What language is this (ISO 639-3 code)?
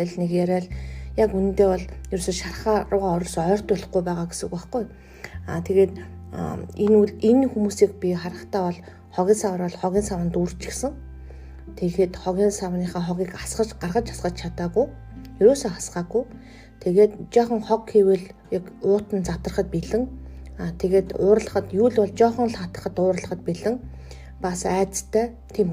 mon